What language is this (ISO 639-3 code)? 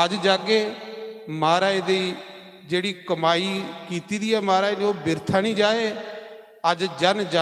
doi